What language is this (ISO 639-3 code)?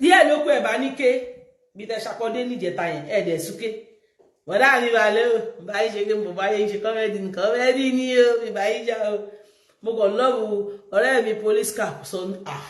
yor